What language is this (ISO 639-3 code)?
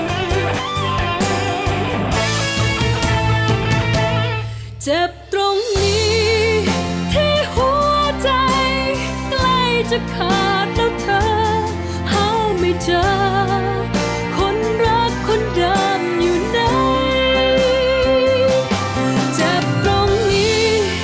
tha